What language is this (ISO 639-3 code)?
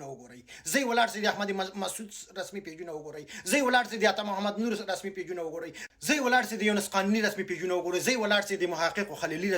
pus